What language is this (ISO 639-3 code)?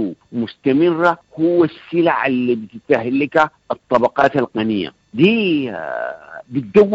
apd